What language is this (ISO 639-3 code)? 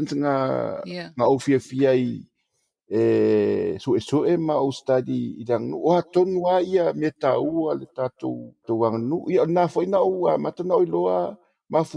smo